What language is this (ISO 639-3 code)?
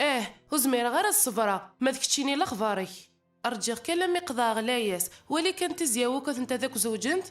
kab